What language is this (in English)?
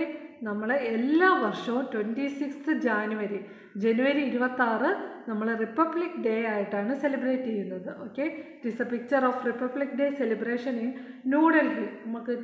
Malayalam